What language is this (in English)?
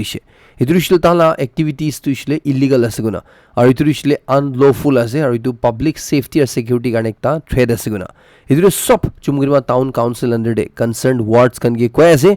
Naga Pidgin